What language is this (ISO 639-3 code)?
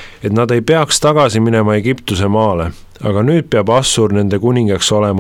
est